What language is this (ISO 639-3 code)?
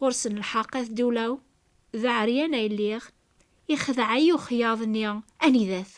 kab